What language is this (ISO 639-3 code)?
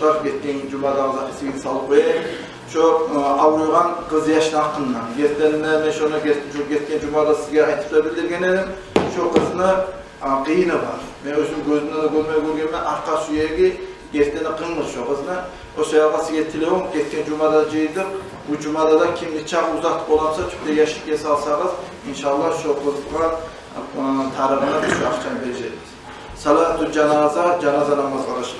kum